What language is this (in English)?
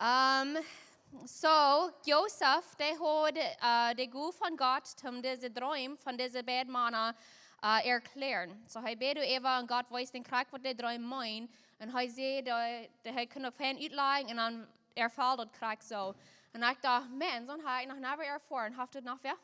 Plautdietsch